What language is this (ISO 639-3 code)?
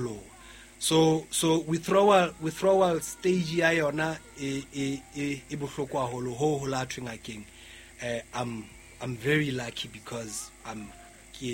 sot